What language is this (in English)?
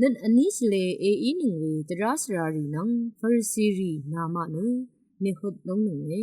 Rawang